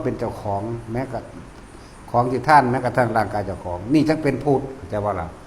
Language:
Northeastern Thai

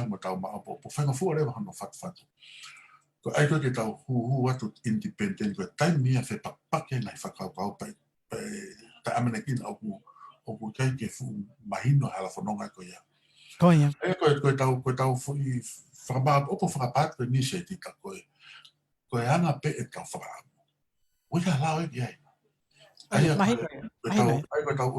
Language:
Tongan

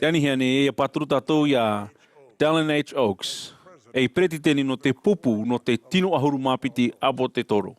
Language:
Tahitian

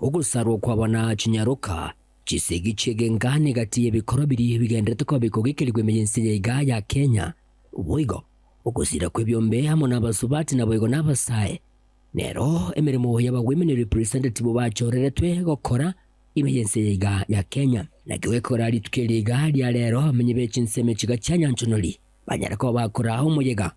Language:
Gusii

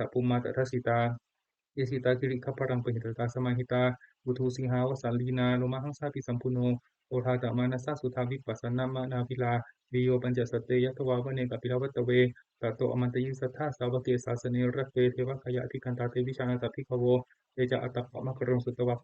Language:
Pali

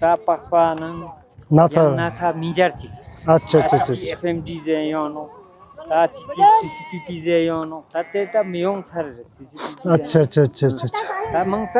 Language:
Tibetan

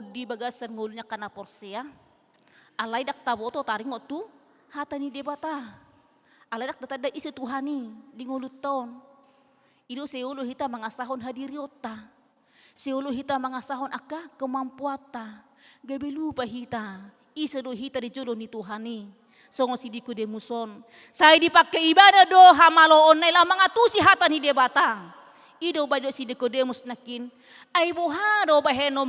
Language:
Batak Toba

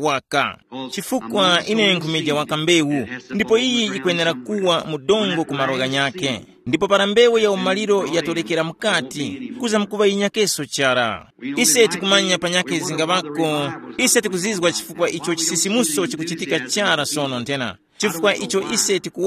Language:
Tumbuka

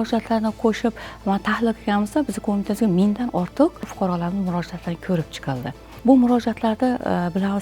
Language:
Uzbek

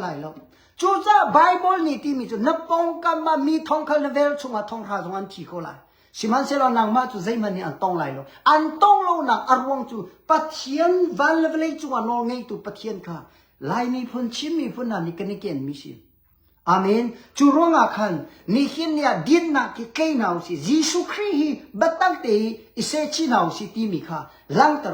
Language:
Hakha Chin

